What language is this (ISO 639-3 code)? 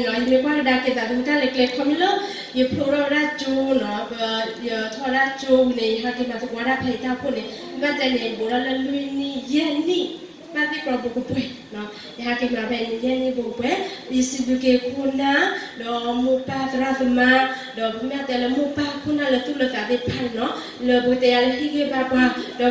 ksw